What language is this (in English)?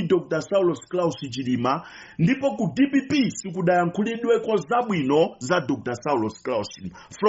Nyanja